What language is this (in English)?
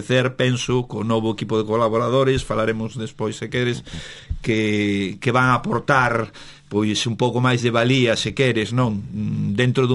Galician